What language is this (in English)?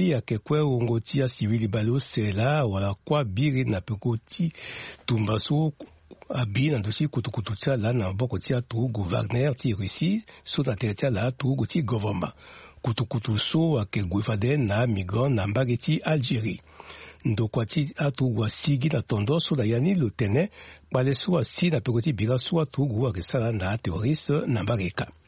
Sango